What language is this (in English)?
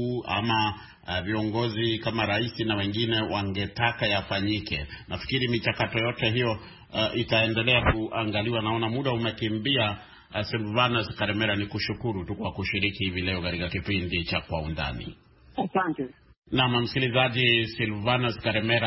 Swahili